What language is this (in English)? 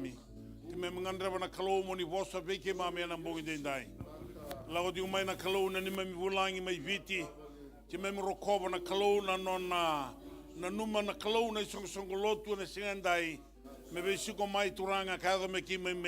Fijian